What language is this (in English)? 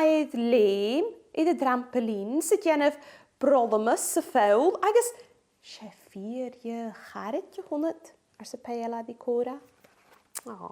Scottish Gaelic